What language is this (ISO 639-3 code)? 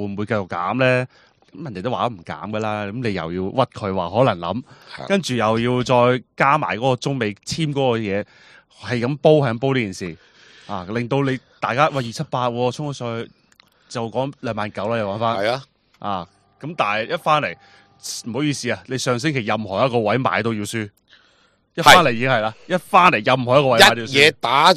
yue